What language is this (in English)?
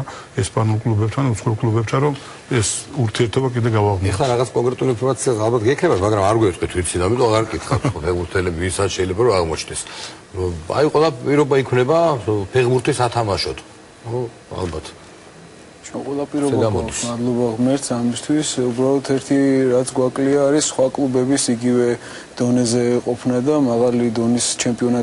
Georgian